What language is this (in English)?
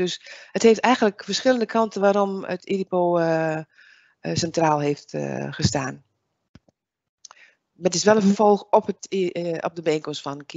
Dutch